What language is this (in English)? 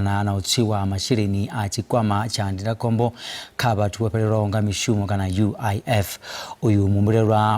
Venda